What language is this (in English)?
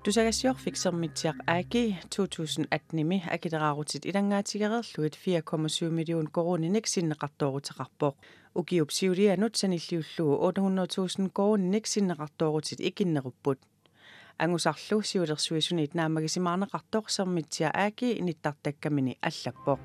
Kalaallisut